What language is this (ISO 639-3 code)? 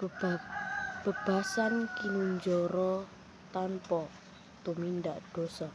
jav